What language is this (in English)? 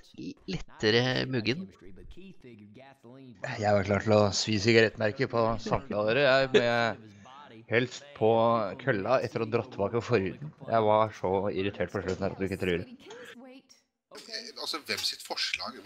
Norwegian